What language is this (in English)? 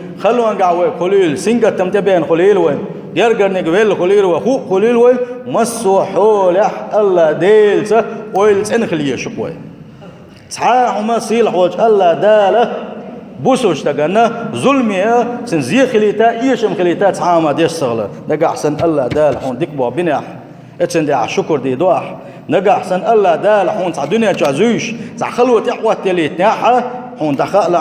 Chechen